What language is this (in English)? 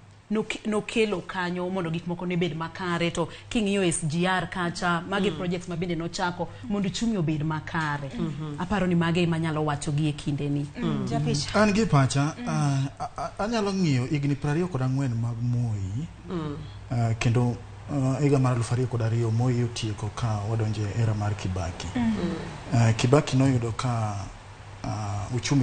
Luo (Kenya and Tanzania)